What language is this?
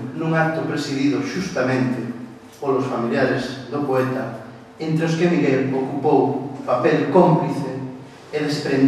Galician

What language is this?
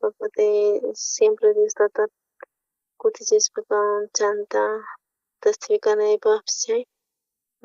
South Bolivian Quechua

